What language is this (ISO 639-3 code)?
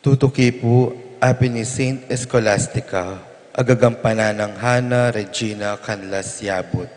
pam